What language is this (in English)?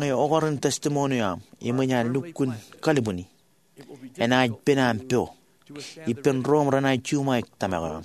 Marshallese